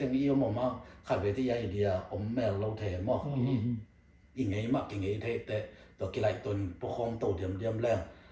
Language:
Tedim Chin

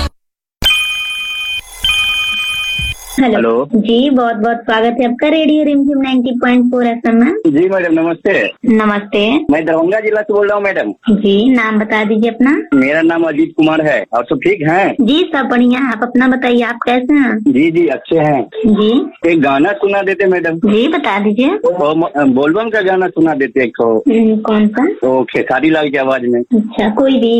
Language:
Hindi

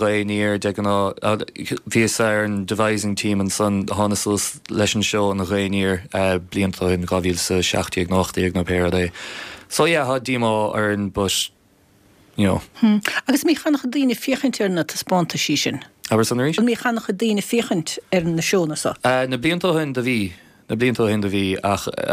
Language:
Irish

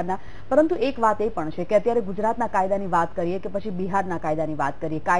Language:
Gujarati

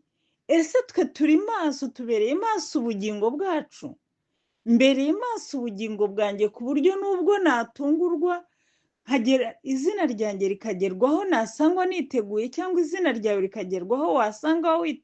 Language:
Kinyarwanda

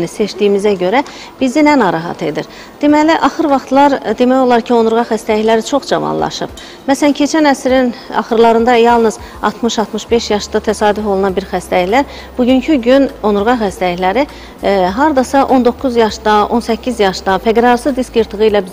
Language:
Azerbaijani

